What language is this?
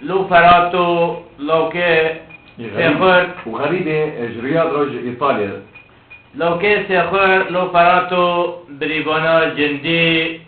Kurdish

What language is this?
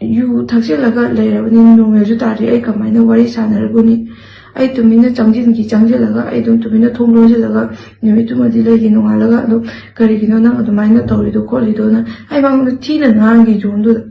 Manipuri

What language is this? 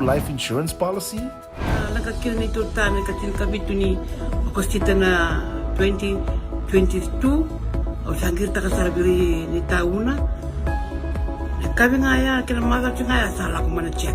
Fijian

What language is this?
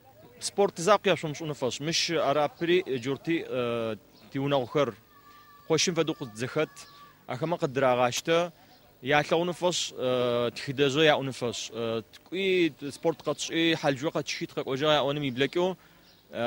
Adyghe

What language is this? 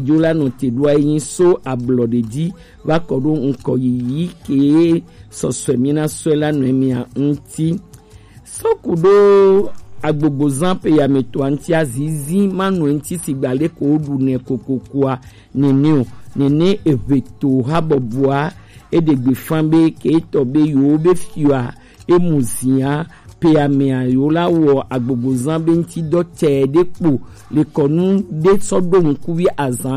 Gen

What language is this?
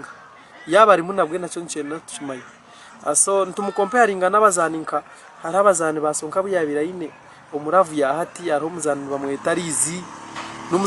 Nyankole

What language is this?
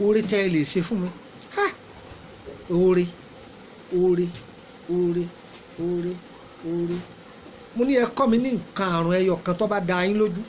Yoruba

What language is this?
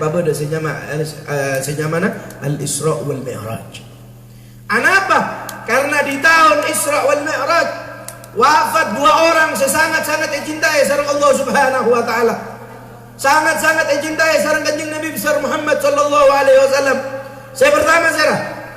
Madurese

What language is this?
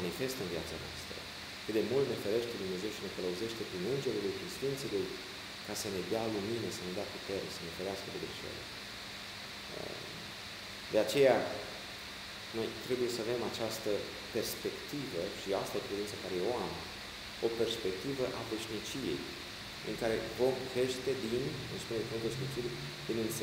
Romanian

